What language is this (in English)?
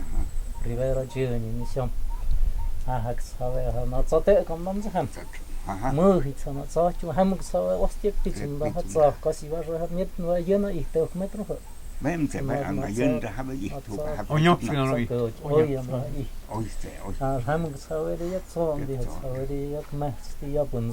Totontepec Mixe